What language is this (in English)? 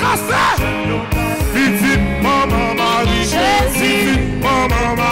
French